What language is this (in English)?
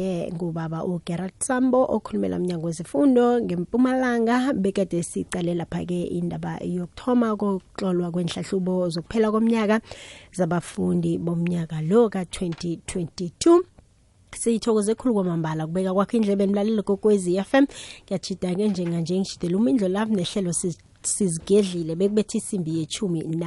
South Ndebele